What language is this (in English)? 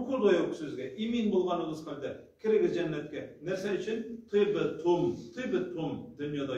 Tatar